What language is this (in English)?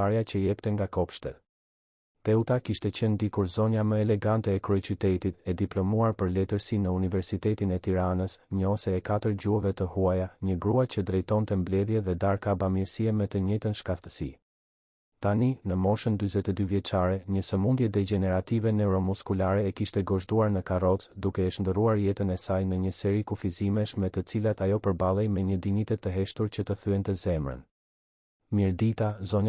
Albanian